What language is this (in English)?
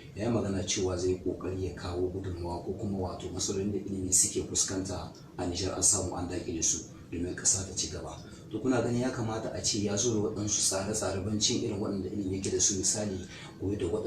Hausa